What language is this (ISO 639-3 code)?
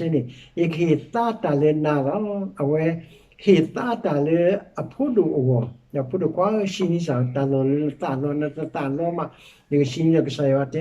ksw